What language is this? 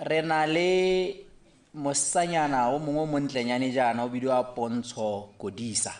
Tswana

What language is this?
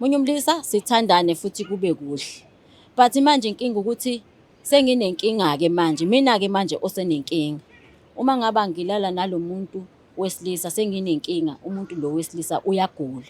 Zulu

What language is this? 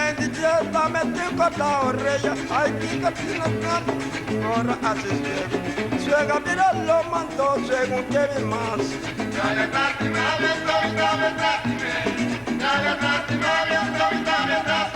Papiamento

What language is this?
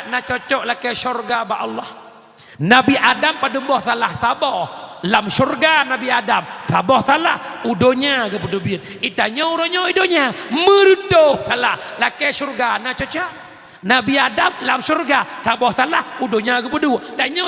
Achinese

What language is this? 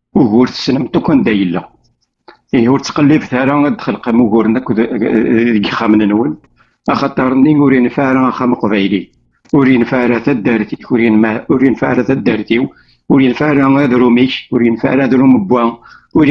Kabyle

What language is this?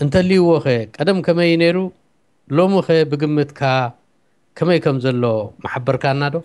Tigrinya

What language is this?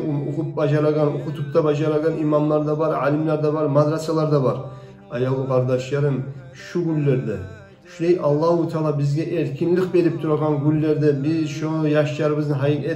Kumyk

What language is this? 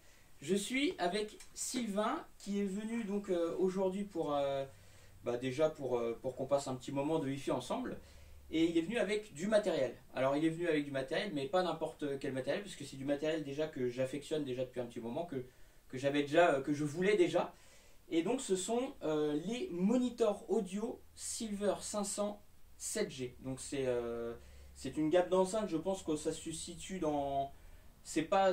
French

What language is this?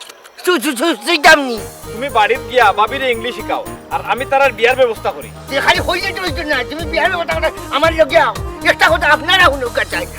Sylheti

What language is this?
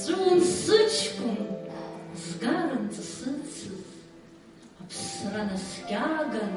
Abkhazian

